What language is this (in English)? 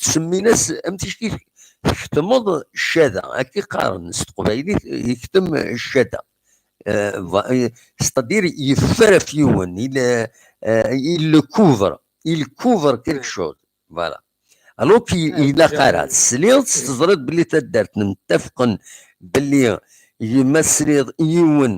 Kabyle